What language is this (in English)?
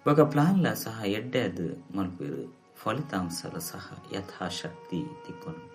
Tulu